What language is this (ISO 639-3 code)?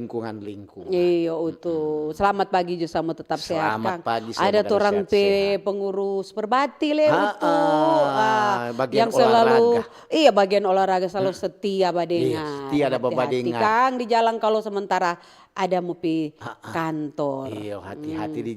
xmm